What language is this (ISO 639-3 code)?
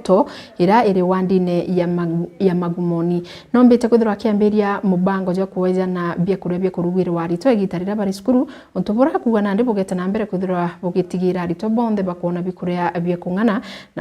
mer